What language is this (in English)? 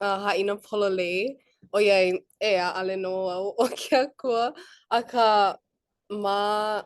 Hawaiian